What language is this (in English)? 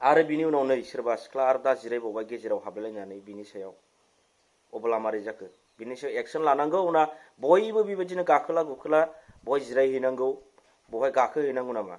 Bodo